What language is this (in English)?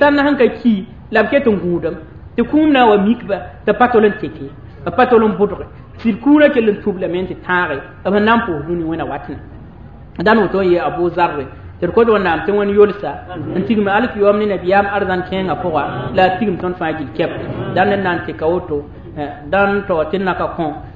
Mossi